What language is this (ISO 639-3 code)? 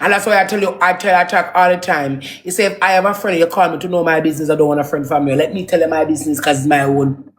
jam